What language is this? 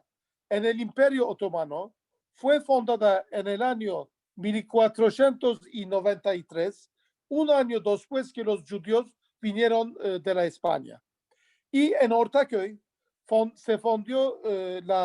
Ladino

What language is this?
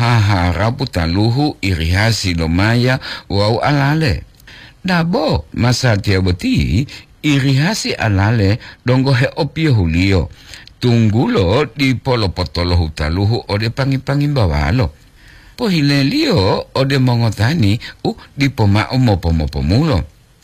Gorontalo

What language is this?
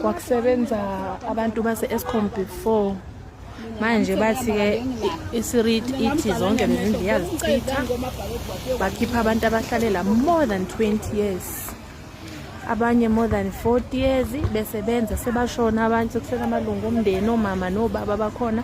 Zulu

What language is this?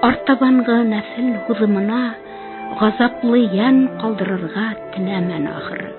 Bashkir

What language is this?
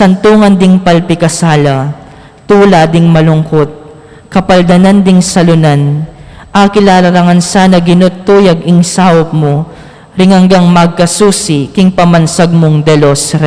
Pampanga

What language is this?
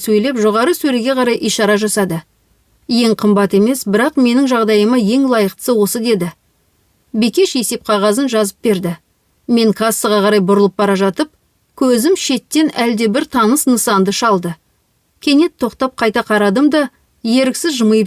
Kazakh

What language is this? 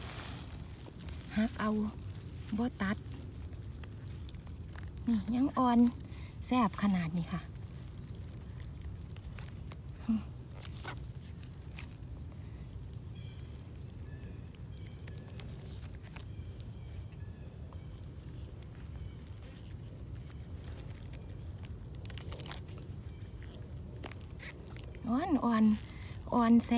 Thai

